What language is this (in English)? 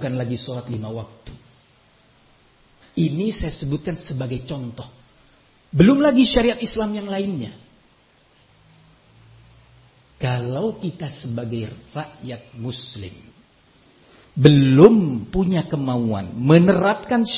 Indonesian